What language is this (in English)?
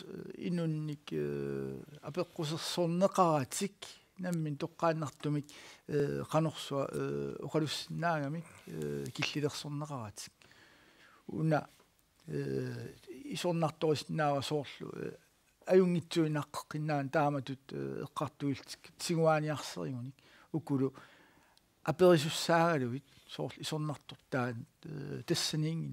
Kalaallisut